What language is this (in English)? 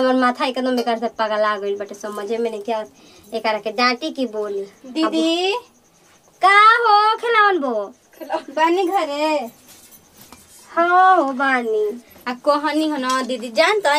Bhojpuri